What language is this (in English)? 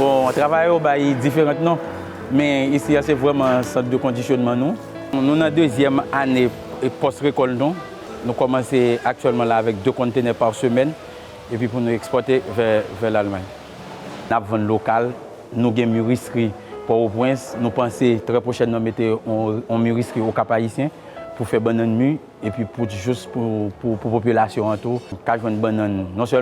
Haitian Creole